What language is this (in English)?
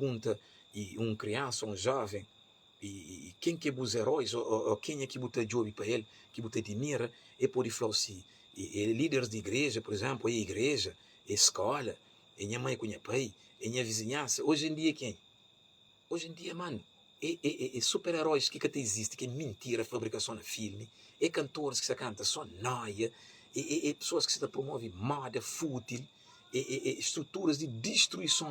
Kabuverdianu